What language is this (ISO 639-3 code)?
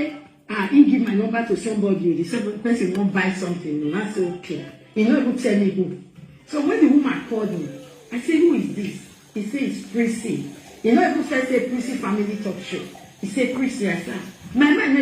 pcm